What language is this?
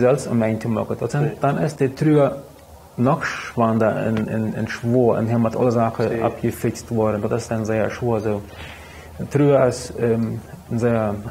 Plautdietsch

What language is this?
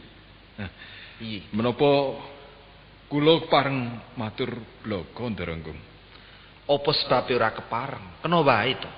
Javanese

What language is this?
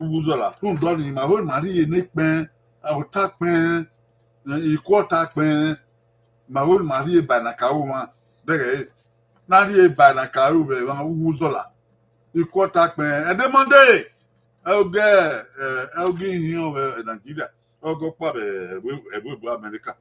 Bini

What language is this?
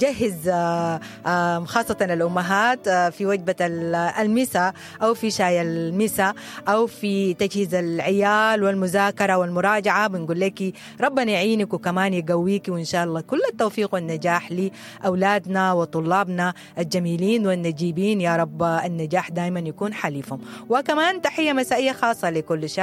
Sudanese Arabic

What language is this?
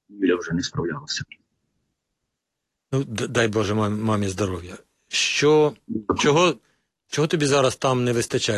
Ukrainian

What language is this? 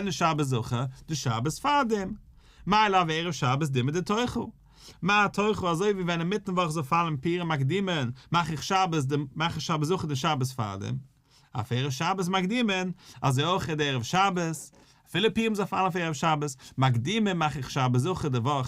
Yiddish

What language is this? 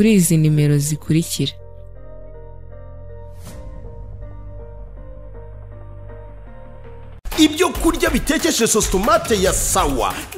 Kinyarwanda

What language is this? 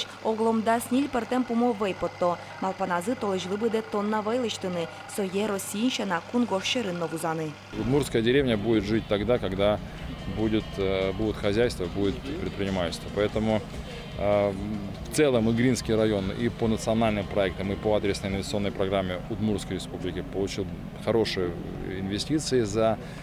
Udmurt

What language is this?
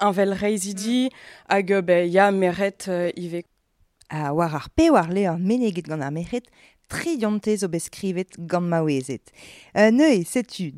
Breton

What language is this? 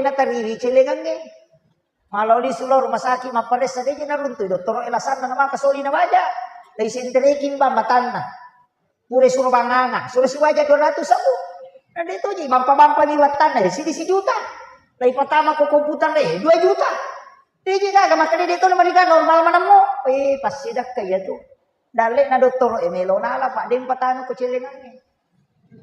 Buginese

